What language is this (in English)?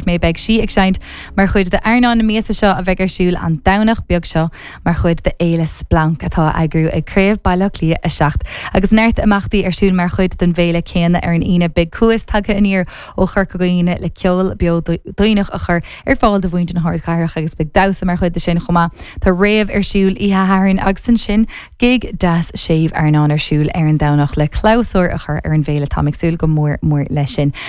Irish